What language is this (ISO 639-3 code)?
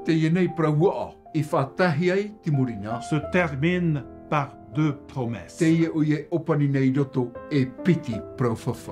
tah